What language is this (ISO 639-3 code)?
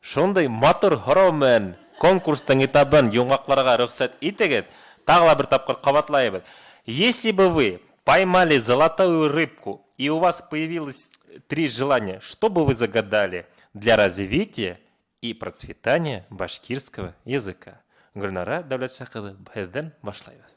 bak